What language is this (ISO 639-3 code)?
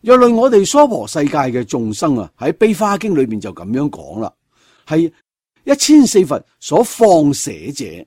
yue